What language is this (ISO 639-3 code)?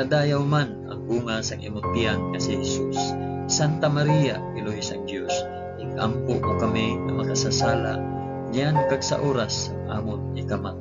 hil